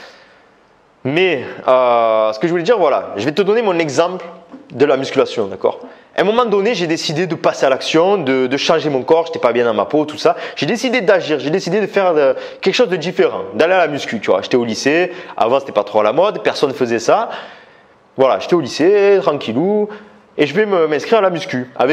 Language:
French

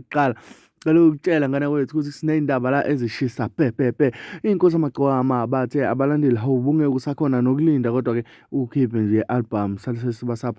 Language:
Zulu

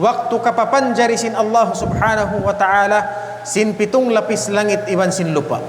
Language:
Tausug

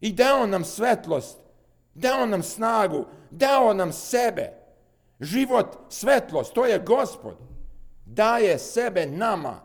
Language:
Serbian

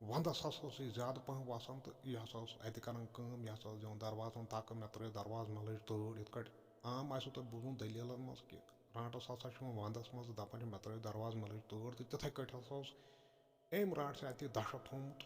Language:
Kashmiri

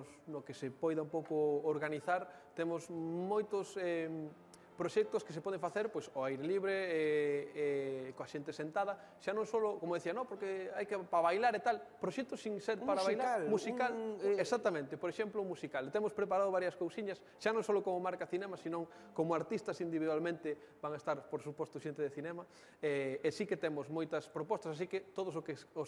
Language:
Galician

